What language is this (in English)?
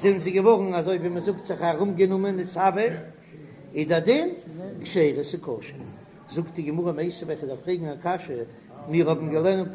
Yiddish